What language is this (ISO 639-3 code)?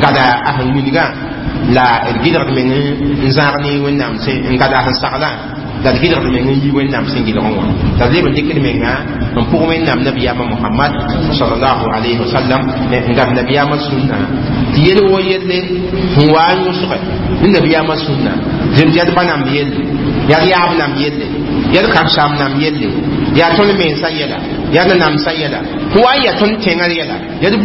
mos